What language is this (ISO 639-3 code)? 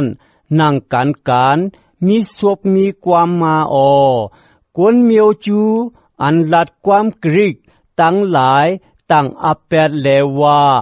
shn